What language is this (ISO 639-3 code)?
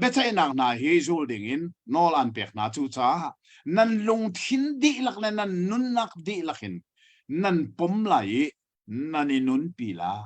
cnh